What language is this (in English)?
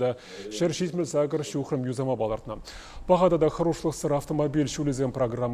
Chuvash